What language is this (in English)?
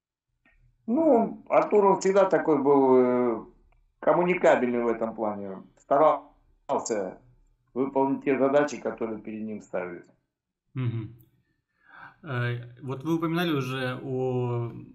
Russian